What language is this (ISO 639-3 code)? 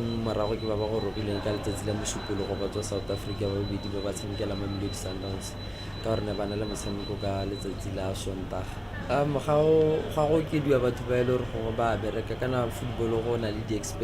tsn